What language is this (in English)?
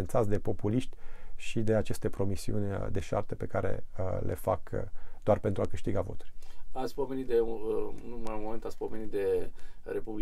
Romanian